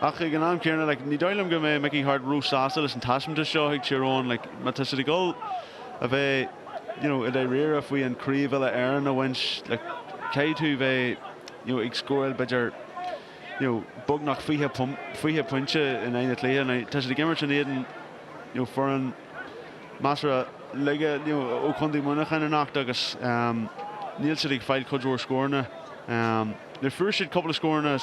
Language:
Irish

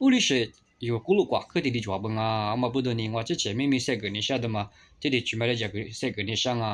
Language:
Lisu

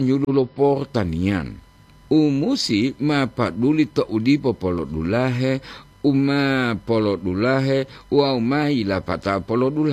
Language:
Gorontalo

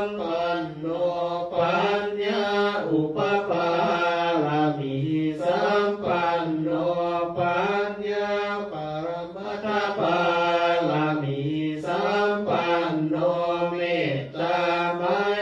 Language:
Pali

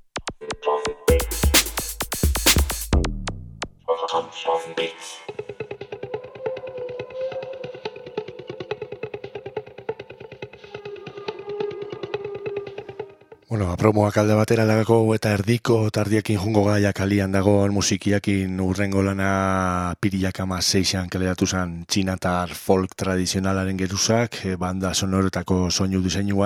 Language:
Basque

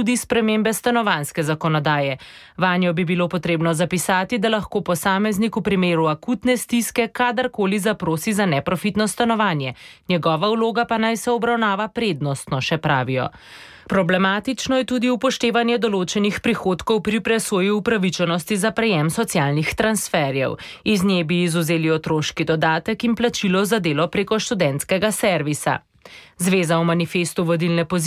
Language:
Slovenian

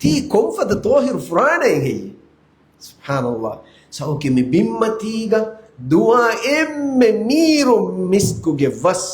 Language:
Divehi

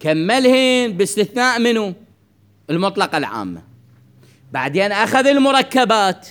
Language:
Mesopotamian Arabic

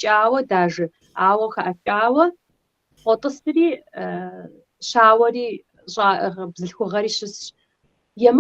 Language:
Kabardian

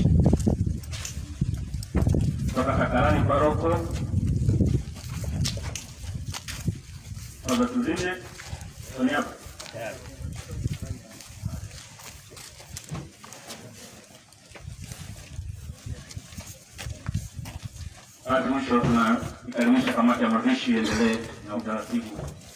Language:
Swahili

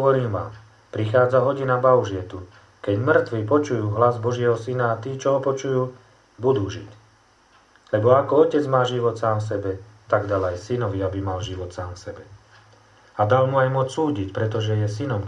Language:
Slovak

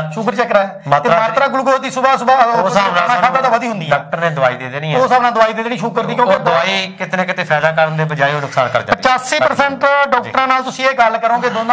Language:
Punjabi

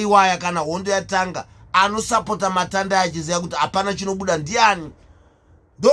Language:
Shona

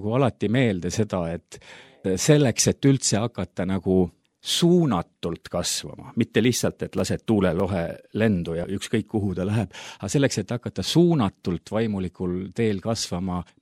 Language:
Estonian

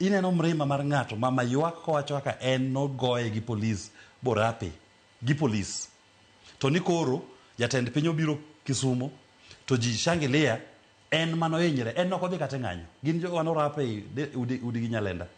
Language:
Luo (Kenya and Tanzania)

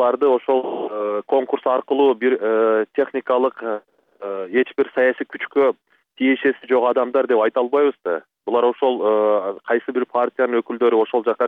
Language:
Kyrgyz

